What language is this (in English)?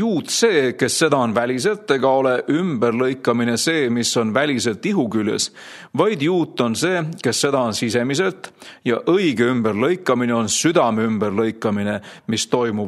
Estonian